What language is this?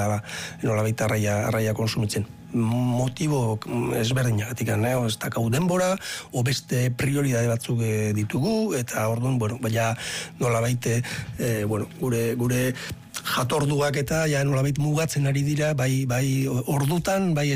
Basque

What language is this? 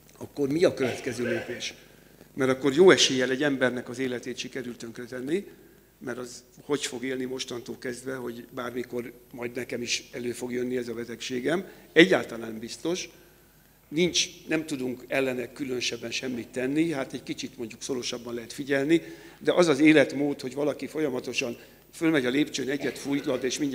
Hungarian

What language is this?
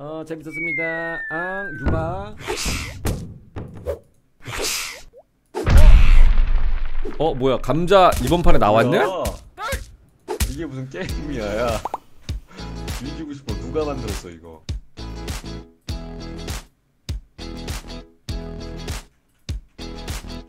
Korean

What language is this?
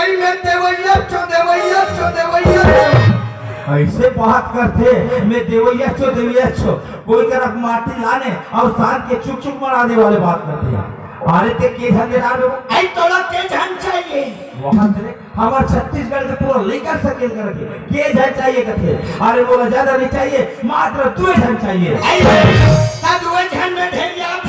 Chhattisgarhi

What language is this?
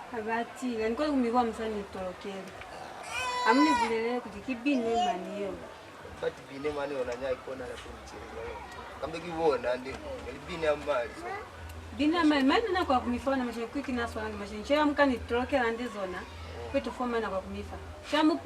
Lozi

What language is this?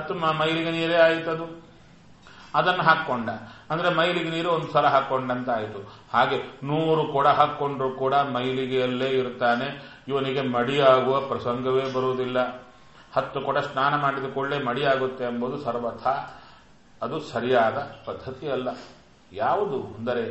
Kannada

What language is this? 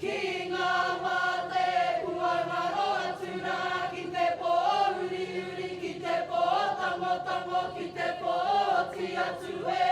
Māori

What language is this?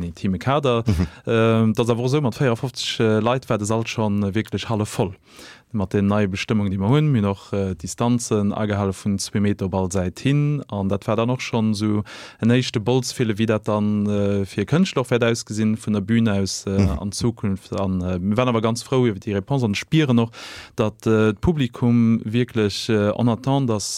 Luxembourgish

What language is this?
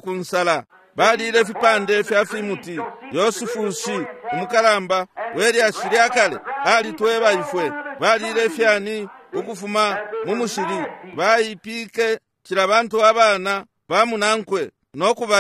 Bemba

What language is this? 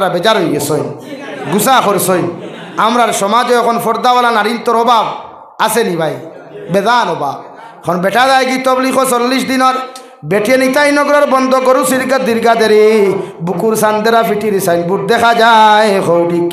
Sylheti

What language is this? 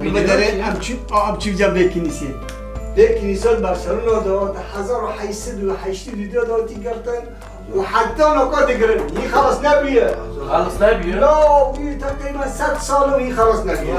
Kurdish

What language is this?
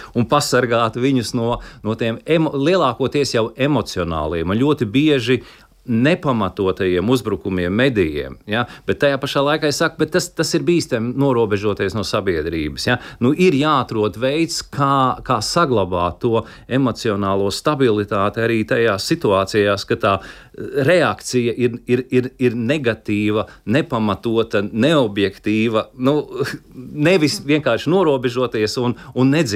Latvian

